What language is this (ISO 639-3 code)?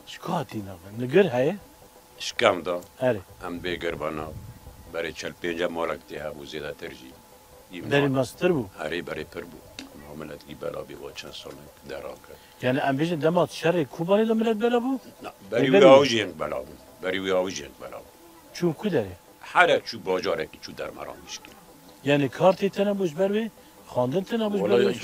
kur